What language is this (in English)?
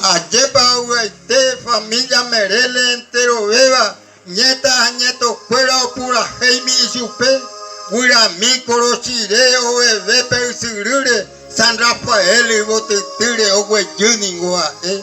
Guarani